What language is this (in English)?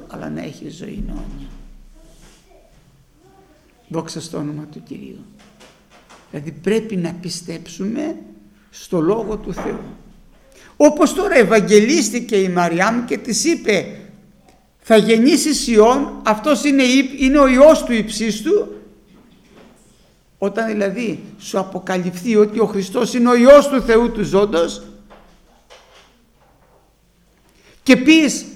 Greek